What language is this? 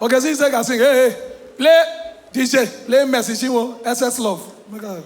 Nigerian Pidgin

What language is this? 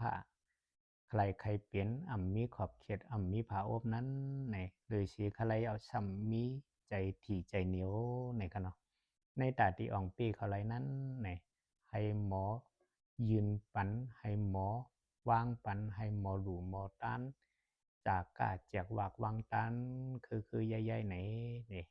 Shan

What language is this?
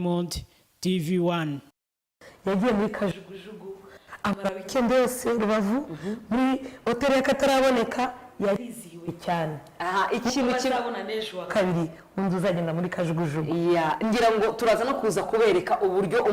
Kinyarwanda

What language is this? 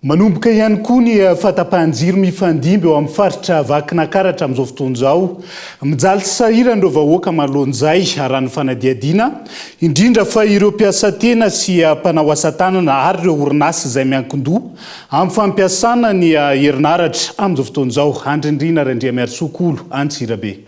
Malagasy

